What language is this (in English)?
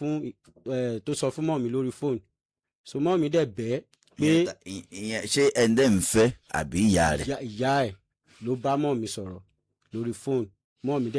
Yoruba